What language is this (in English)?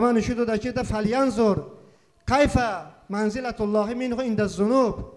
Talysh